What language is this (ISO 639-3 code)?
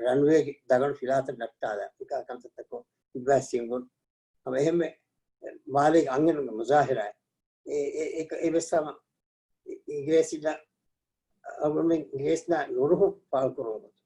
div